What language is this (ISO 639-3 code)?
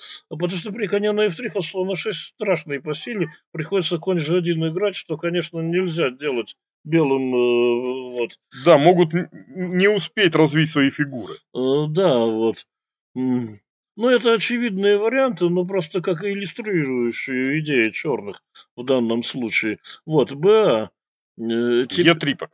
rus